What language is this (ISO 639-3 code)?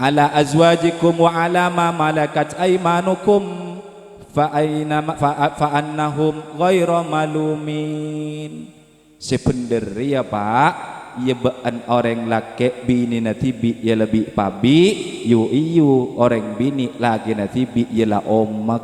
mad